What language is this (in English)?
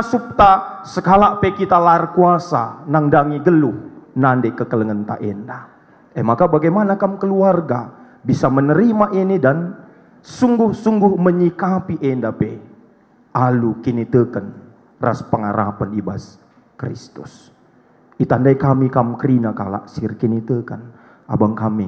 Batak Karo